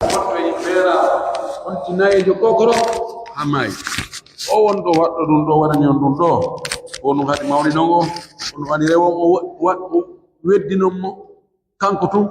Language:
Fula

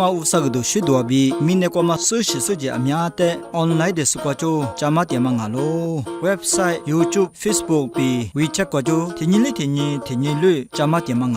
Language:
Lisu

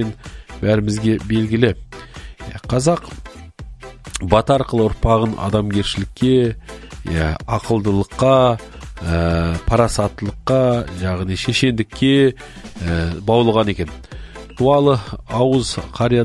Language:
Kazakh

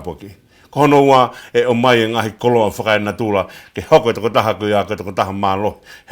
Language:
Tongan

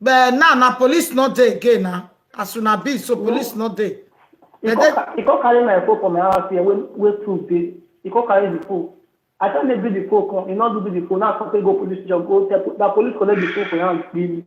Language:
Nigerian Pidgin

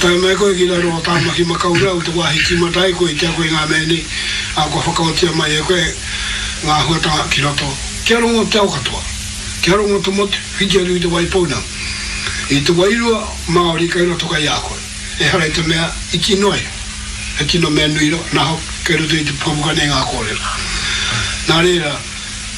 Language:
Māori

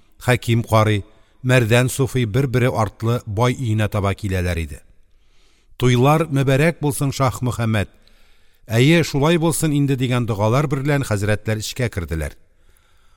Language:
Tatar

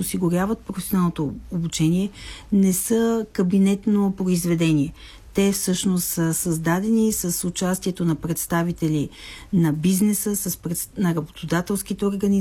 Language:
Bulgarian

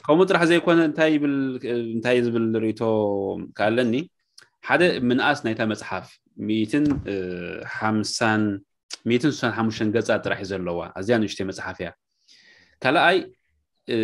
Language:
Tigrinya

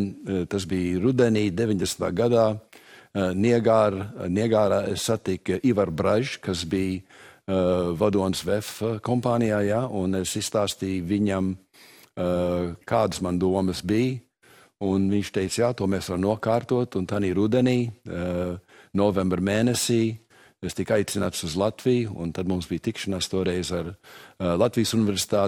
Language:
Latvian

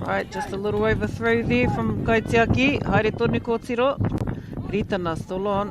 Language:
Māori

